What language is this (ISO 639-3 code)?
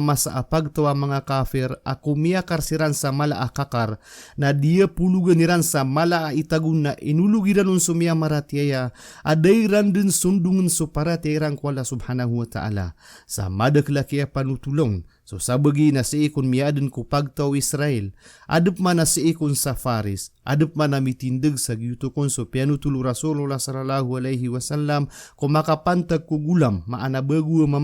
mrw